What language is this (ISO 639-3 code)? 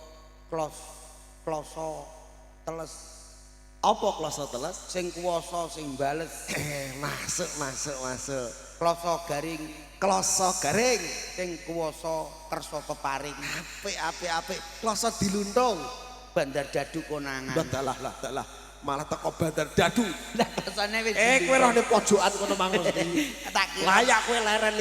jav